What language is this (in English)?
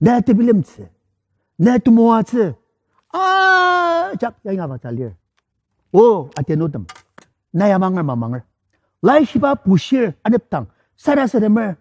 Ao Naga